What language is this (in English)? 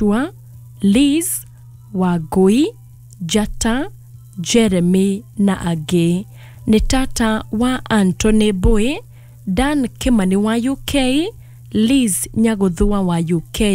Kikuyu